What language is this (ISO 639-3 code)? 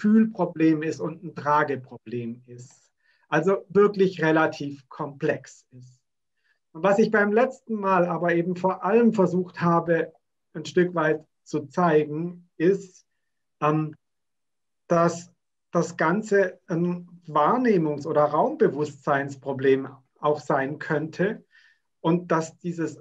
deu